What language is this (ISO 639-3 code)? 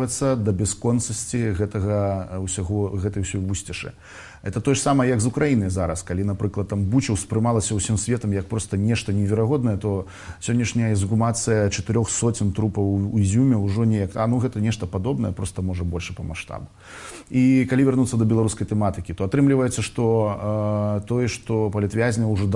bel